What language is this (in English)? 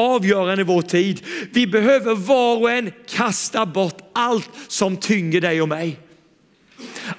Swedish